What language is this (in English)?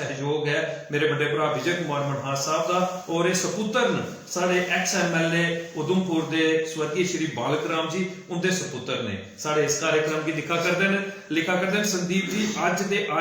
Dogri